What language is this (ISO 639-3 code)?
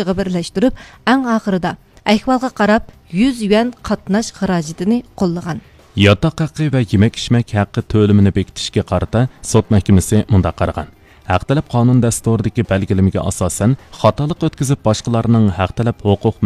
uig